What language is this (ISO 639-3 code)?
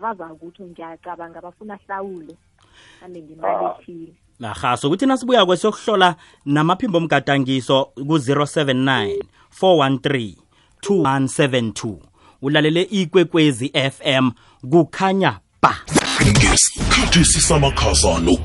nbl